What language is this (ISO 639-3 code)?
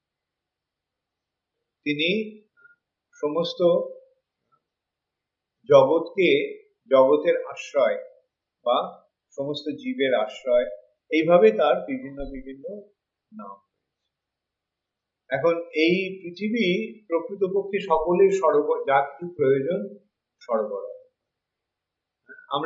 ben